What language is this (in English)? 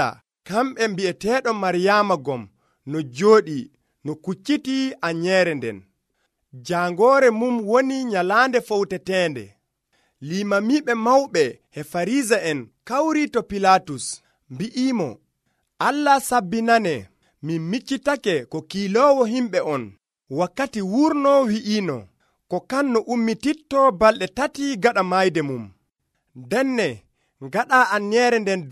Nigerian Fulfulde